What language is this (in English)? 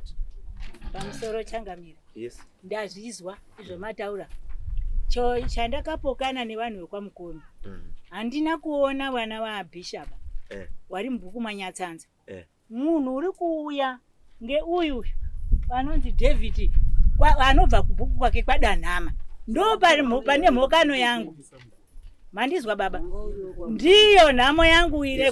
Shona